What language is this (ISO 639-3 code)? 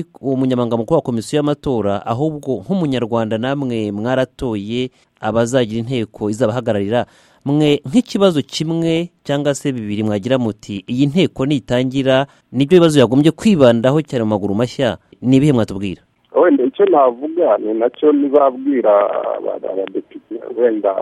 kin